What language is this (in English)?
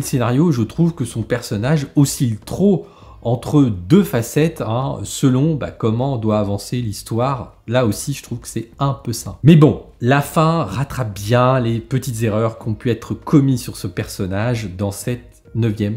French